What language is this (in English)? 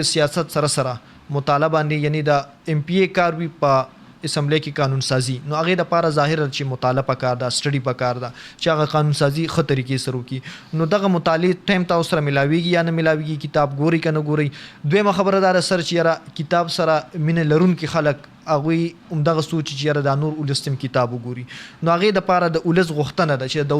Pashto